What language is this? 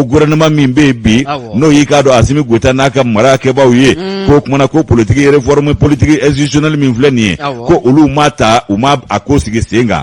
Bambara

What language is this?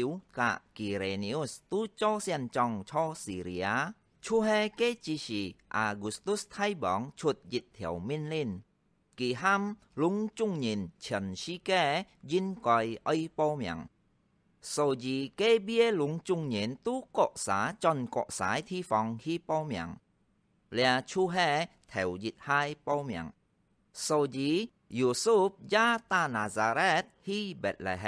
Hakka Chinese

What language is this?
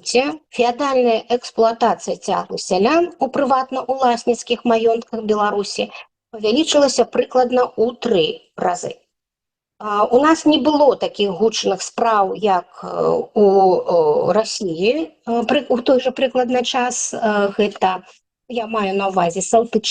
Belarusian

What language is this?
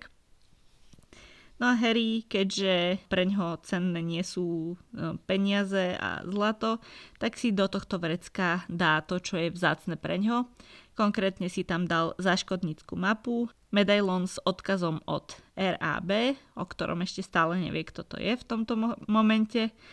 Slovak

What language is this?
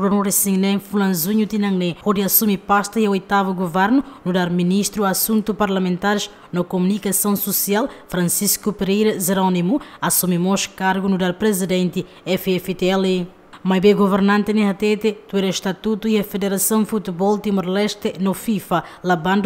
Tetum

